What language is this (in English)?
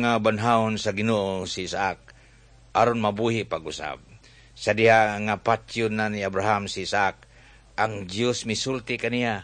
Cebuano